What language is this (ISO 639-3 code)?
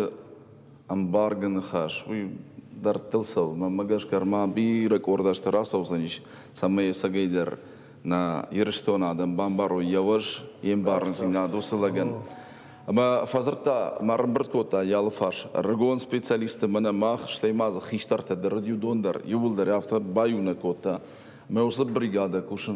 oss